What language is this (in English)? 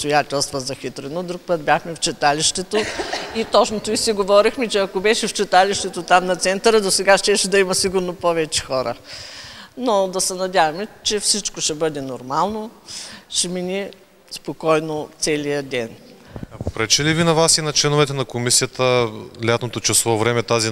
Bulgarian